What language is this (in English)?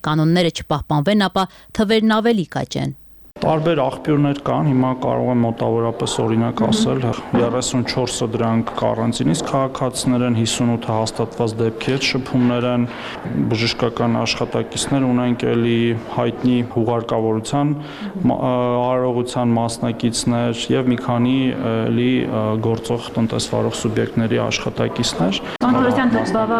Armenian